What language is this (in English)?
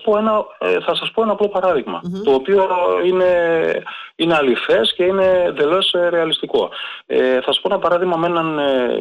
Greek